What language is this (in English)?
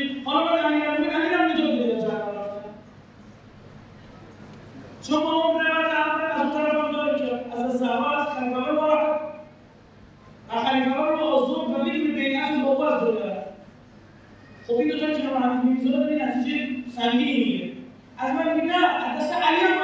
Persian